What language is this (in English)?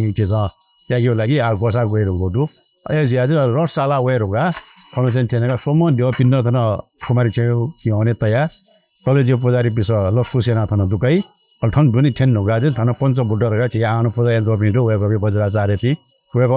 Newari